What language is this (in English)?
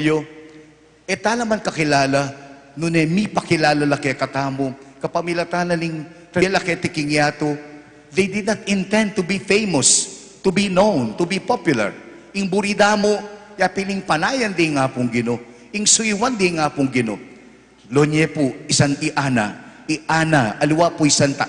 Pampanga